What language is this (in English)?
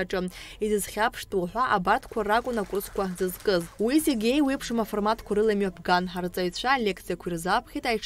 Abkhazian